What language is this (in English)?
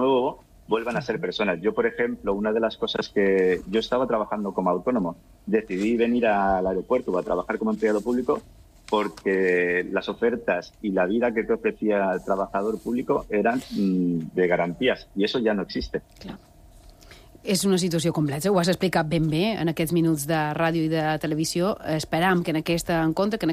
Catalan